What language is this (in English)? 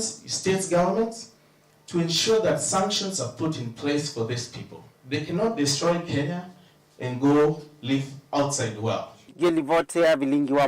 Kamba